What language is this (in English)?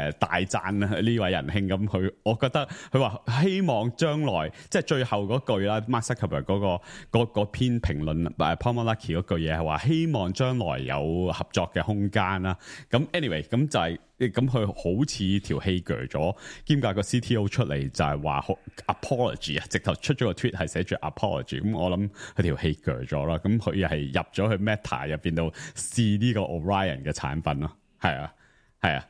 Cantonese